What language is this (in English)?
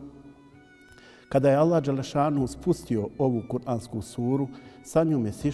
Bosnian